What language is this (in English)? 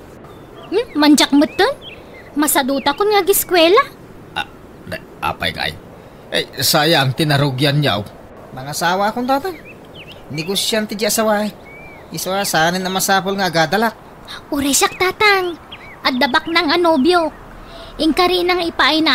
Iloko